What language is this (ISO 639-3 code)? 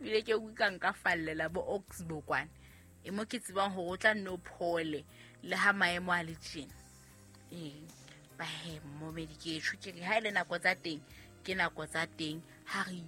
sot